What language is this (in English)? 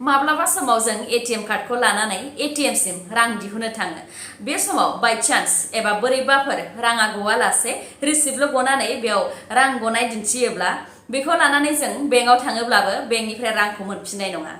Bodo